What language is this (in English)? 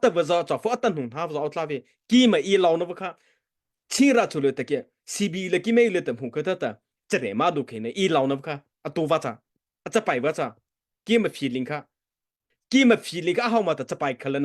Mara Chin